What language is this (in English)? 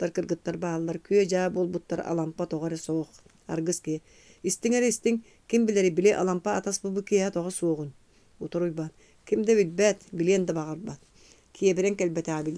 Yakut